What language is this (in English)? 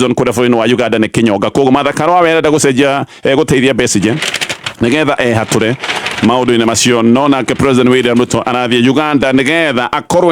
Kikuyu